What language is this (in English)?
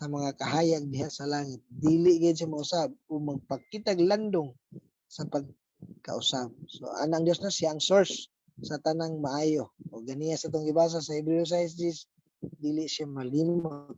Cebuano